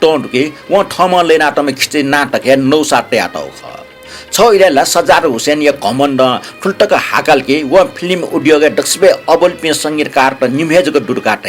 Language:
Newari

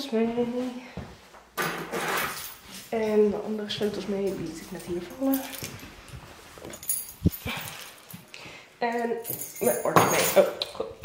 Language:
Dutch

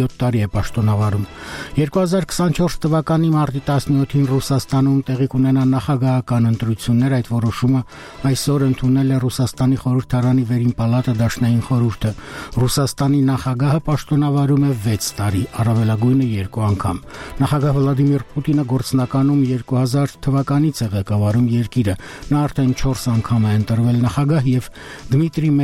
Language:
Armenian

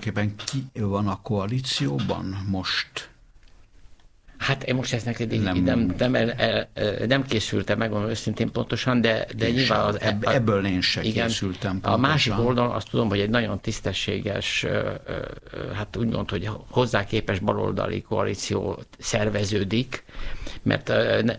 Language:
Hungarian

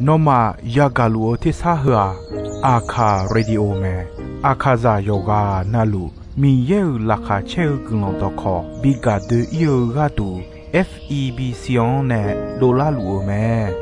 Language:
Akha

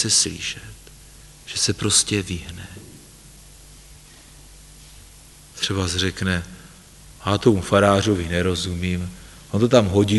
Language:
Czech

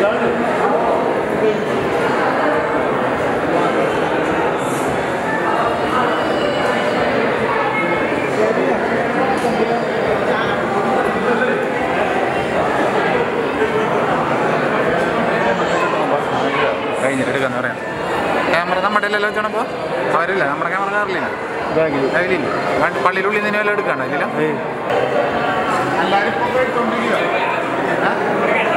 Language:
Malayalam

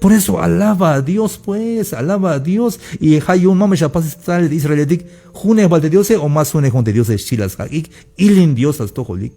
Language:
Tzeltal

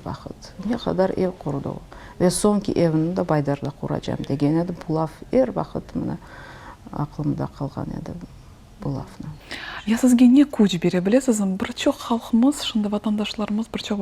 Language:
Crimean Tatar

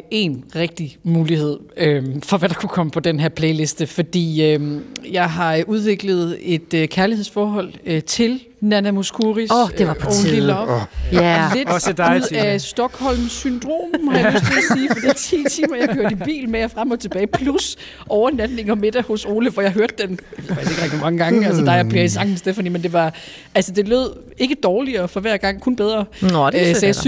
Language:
Danish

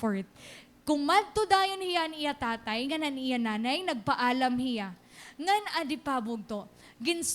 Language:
Waray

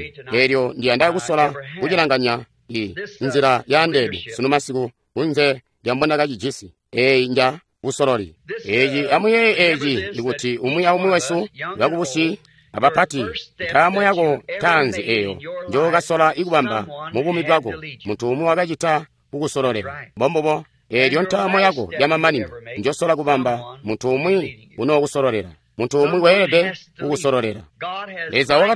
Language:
Tonga (Zambia)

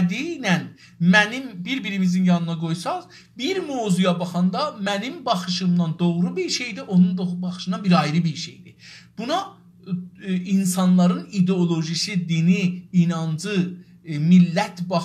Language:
South Azerbaijani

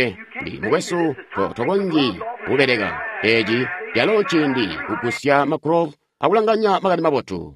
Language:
Tonga (Zambia)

